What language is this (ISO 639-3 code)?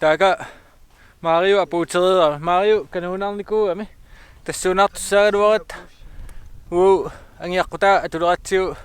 kal